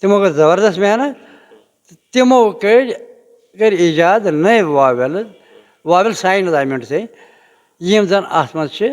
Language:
Kashmiri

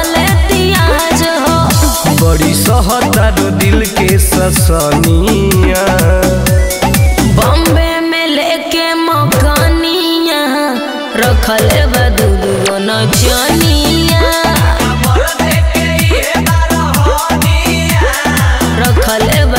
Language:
Bhojpuri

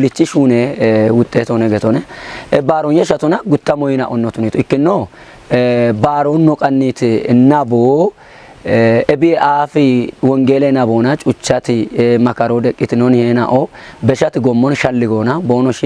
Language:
Kafa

